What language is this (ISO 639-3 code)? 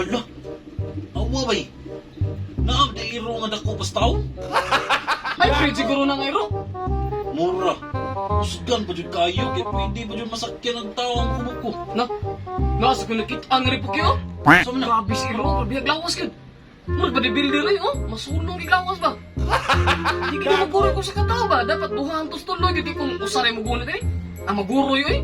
ceb